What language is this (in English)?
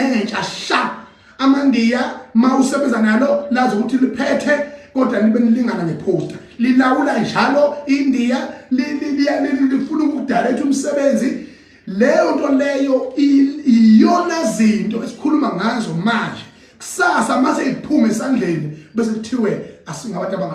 Zulu